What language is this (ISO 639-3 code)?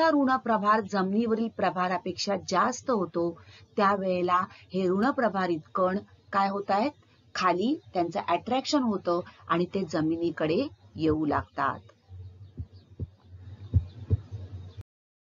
mar